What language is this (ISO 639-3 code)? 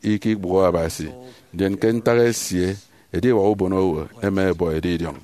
efi